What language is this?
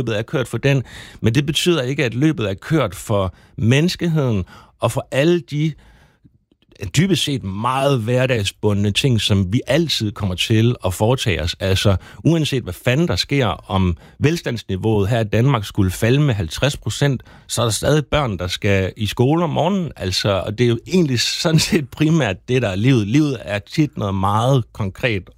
Danish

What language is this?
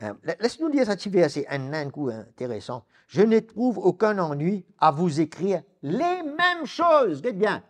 Morisyen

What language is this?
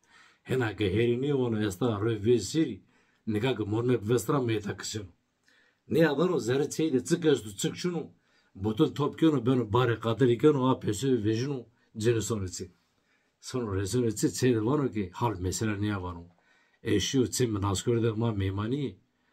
Zaza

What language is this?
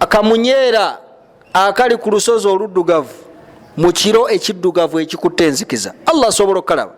Ganda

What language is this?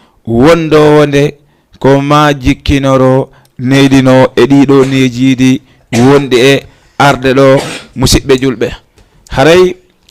Fula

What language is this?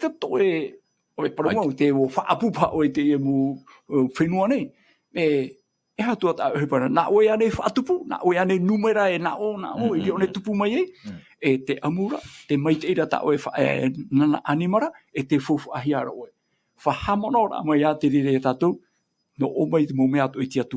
Tahitian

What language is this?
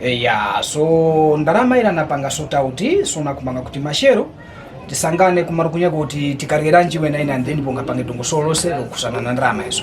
Tumbuka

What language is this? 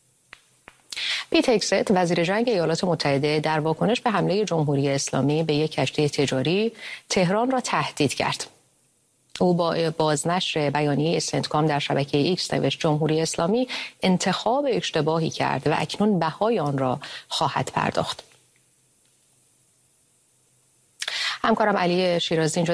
Persian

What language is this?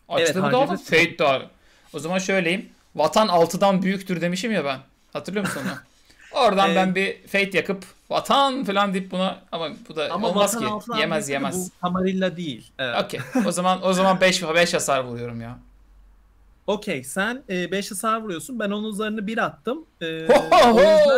Turkish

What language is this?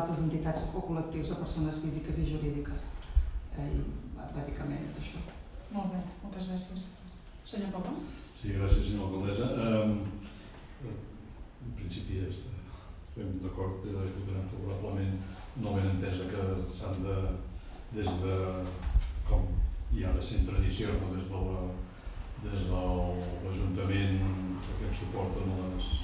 Catalan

